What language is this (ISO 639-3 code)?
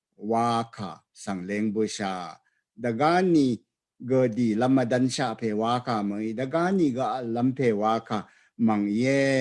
raw